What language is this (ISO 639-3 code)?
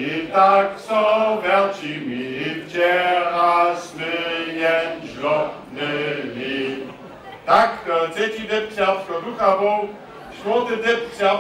hsb